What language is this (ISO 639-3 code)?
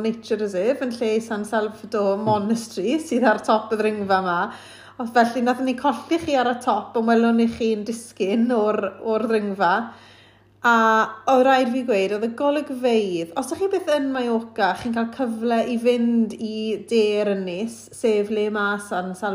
cym